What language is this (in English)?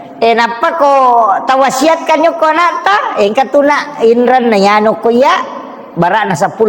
Buginese